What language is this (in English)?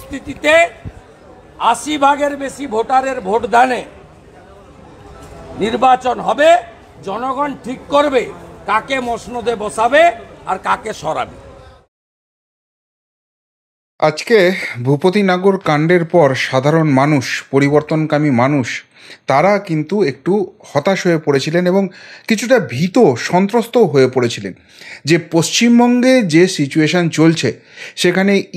Bangla